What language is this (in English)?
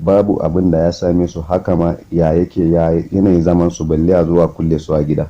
Hausa